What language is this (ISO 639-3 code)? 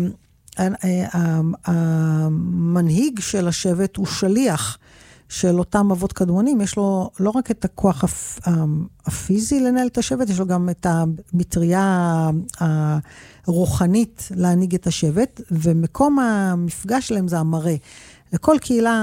heb